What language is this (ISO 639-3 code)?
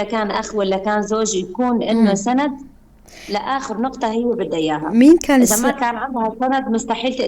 apc